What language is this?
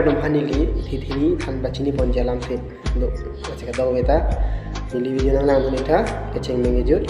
Karbi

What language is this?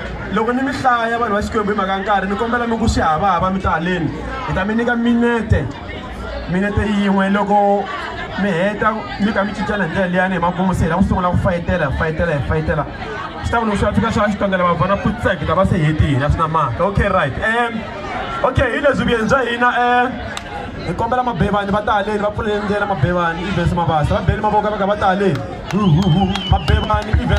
Tsonga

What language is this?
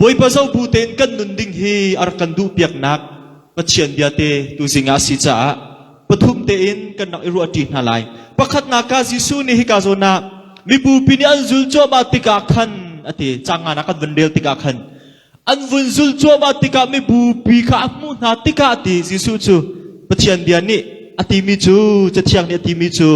Hakha Chin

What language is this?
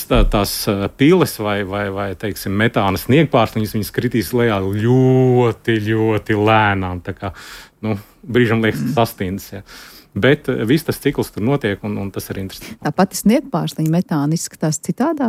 Latvian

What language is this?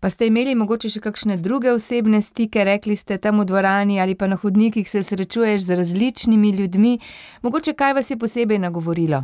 Slovenian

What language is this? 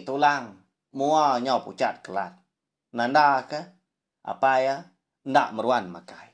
Iban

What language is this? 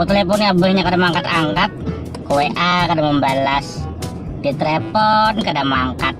Banjar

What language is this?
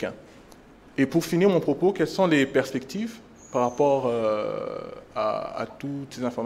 French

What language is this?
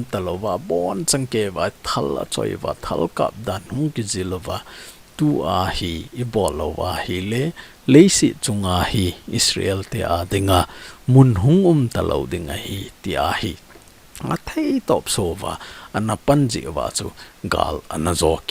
Thado Chin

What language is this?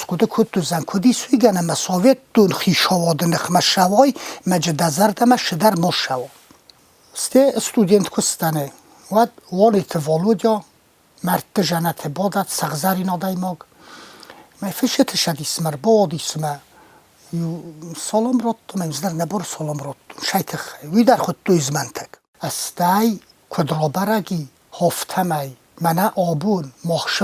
Ossetic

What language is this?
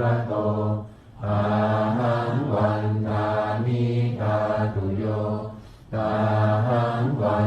Pali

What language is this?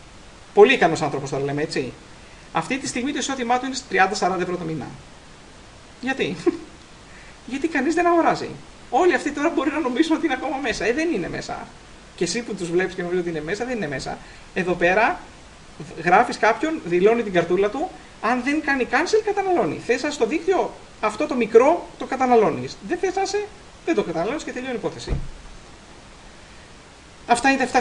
Greek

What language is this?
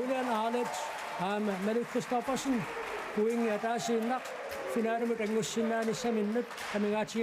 Kalaallisut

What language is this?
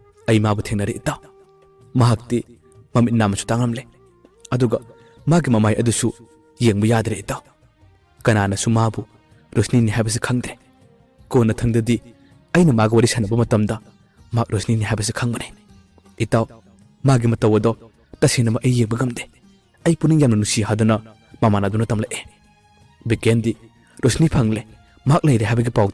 Manipuri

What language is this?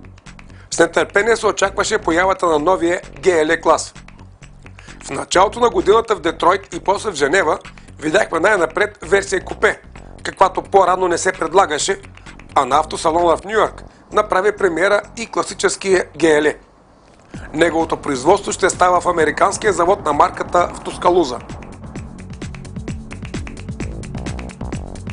Bulgarian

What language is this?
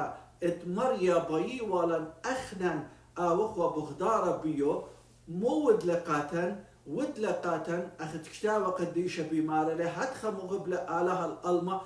Assyrian Neo-Aramaic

